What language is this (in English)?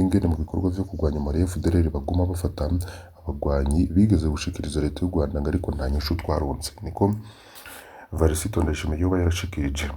Rundi